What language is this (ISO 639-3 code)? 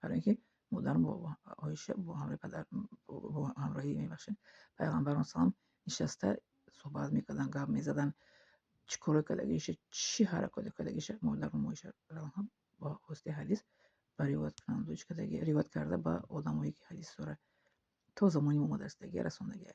tgk